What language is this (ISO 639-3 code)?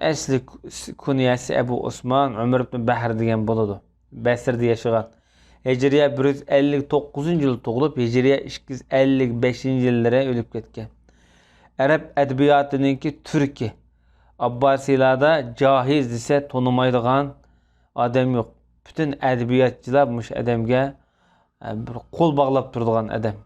uig